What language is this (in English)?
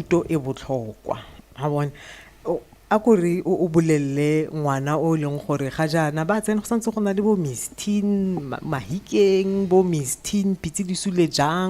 Tswana